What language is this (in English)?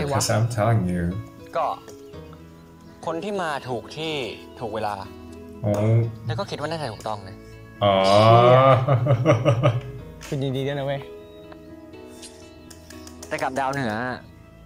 Thai